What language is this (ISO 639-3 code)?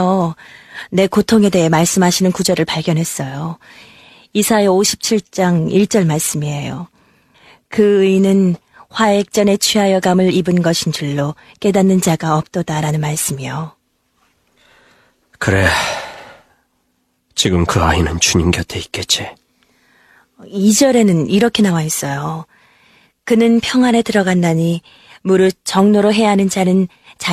kor